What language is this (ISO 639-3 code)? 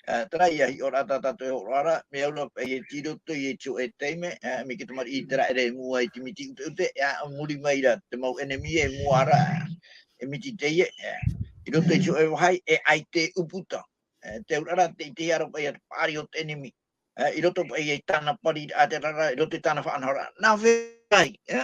tah